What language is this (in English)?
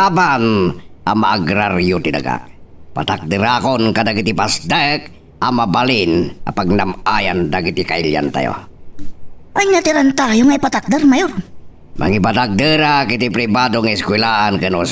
Iloko